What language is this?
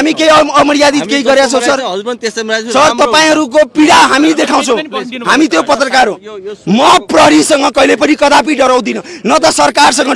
Nepali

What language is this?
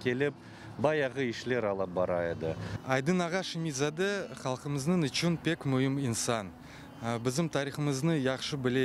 Crimean Tatar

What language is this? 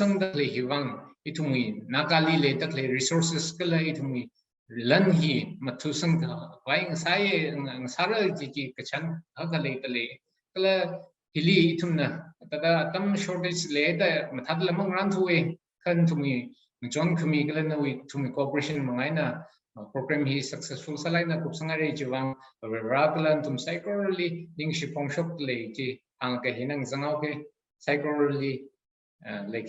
Tangkhul Naga (India)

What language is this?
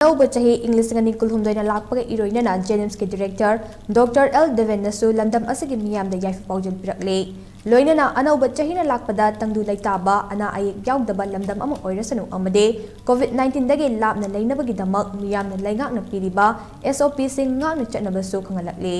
Manipuri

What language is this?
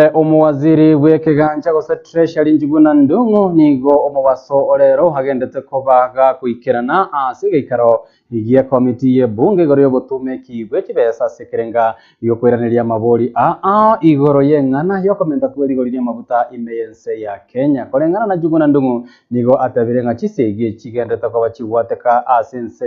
Gusii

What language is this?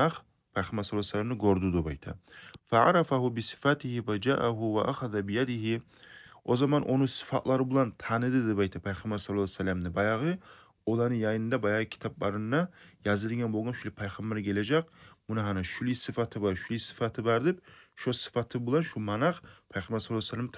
Kumyk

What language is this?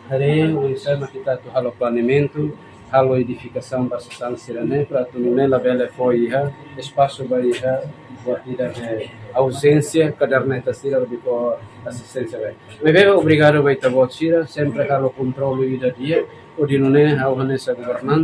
Tetum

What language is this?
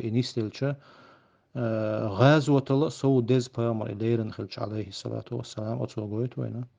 Chechen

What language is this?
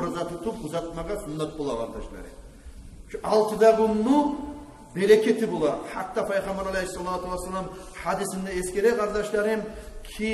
Kumyk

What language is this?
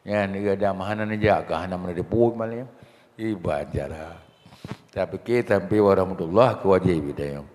Achinese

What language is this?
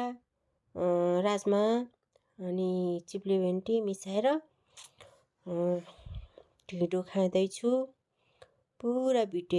Nepali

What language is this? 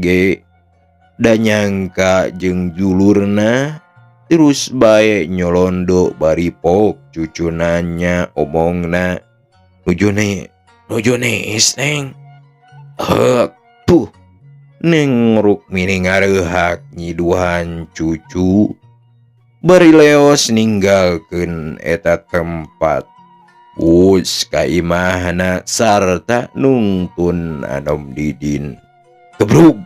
Sundanese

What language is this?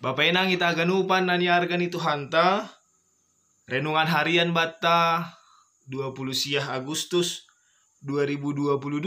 Batak Simalungun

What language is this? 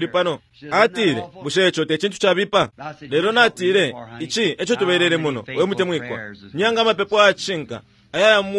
Bemba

